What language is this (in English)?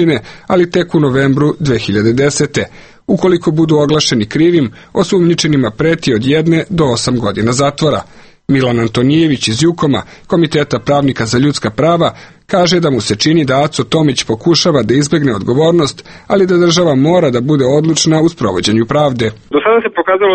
Serbian